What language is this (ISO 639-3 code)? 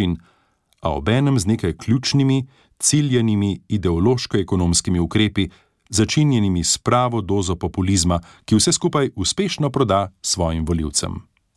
slv